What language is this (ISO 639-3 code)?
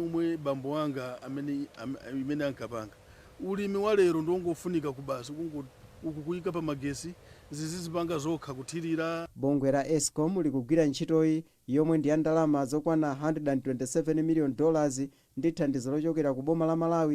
nya